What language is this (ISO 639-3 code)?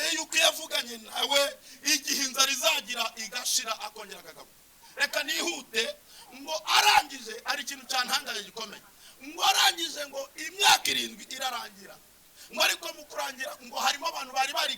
kin